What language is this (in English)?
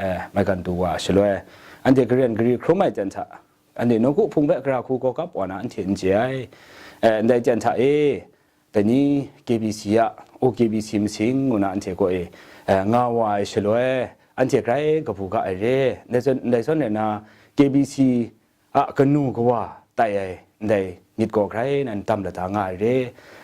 Kachin